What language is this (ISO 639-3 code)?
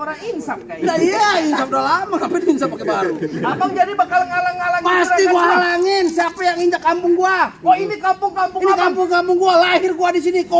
bew